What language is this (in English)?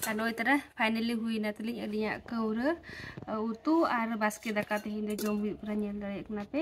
Santali